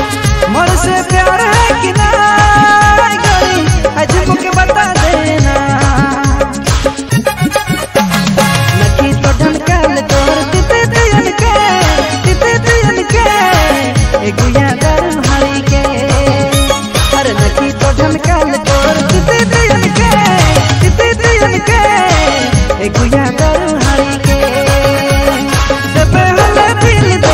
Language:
Sadri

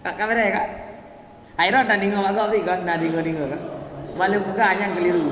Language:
Achinese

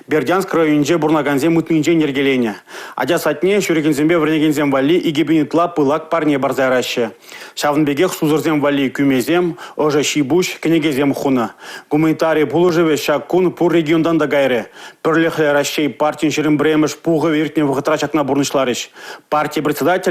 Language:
Chuvash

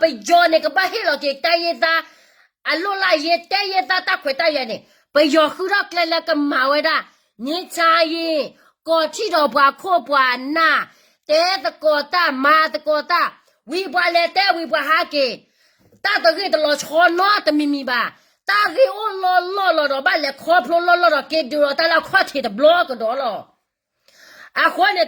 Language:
S'gaw Karen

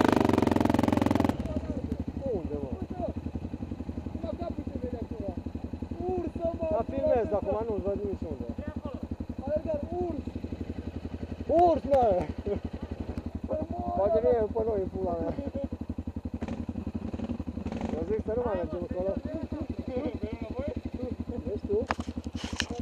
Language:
Romanian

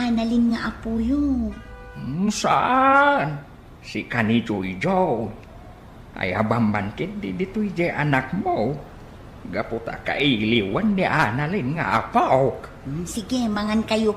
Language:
Iloko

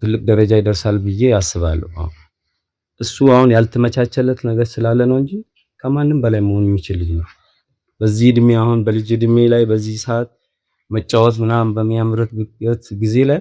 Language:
Amharic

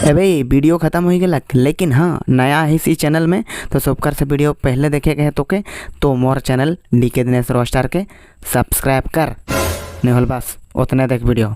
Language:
Sadri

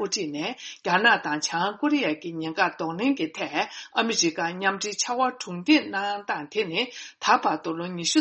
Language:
Tibetan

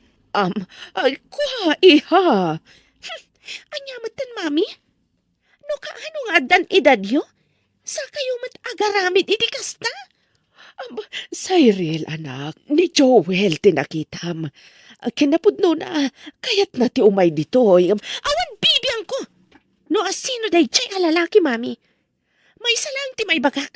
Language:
Iloko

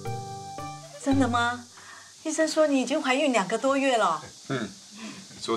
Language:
Chinese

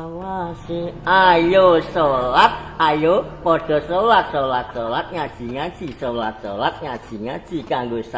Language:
Javanese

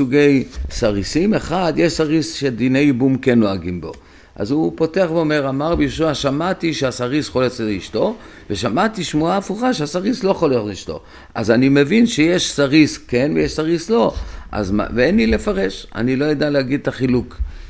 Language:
Hebrew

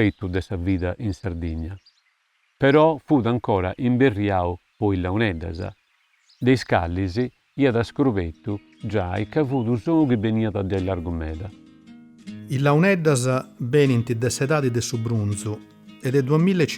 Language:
Sardinian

